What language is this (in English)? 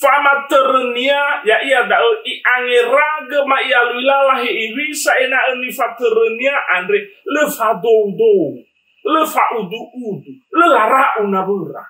Nias